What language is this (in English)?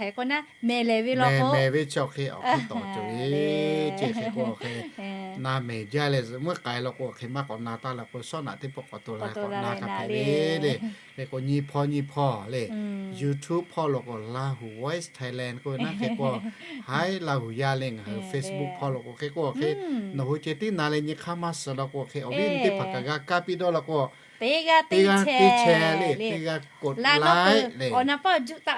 Lahu